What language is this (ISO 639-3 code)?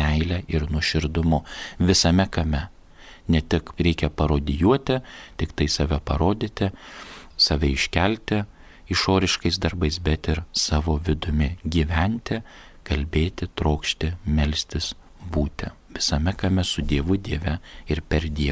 lit